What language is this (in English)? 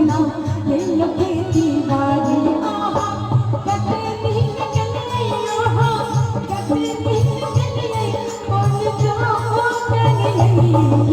Maithili